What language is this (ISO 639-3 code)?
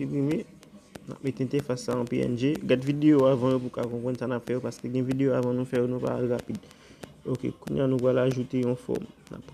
hat